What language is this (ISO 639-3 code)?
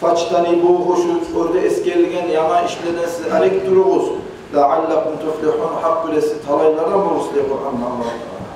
kum